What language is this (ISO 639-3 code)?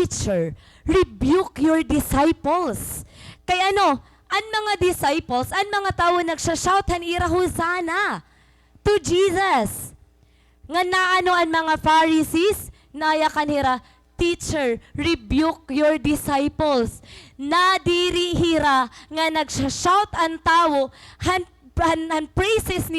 war